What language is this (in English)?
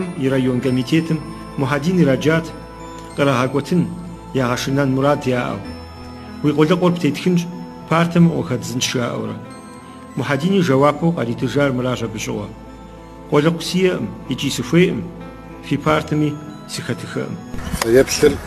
Kabardian